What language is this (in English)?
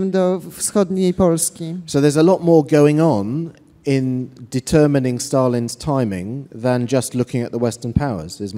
Polish